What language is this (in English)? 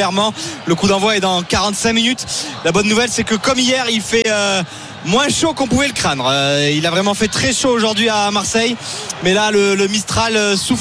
French